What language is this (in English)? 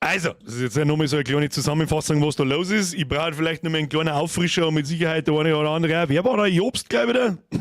Bavarian